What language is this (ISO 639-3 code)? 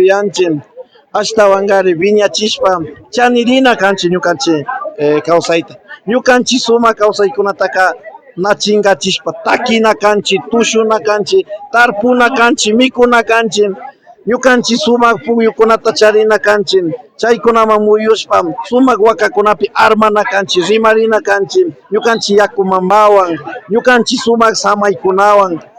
qvi